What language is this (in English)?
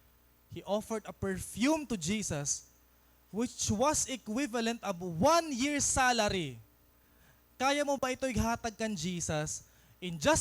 Waray